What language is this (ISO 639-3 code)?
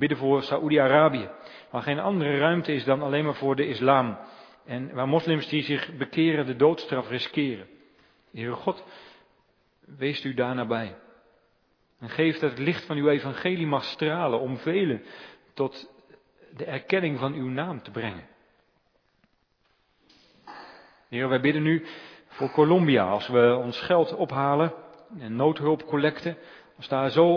nld